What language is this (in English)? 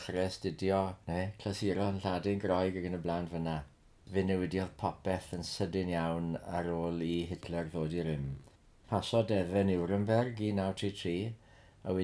Welsh